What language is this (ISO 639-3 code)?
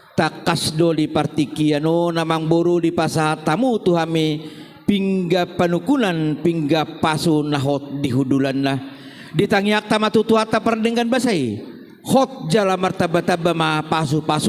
bbc